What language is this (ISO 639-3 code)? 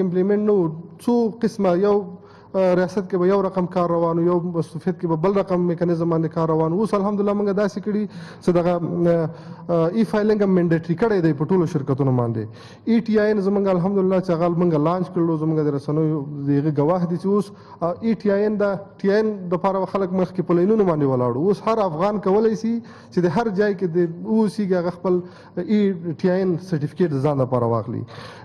pus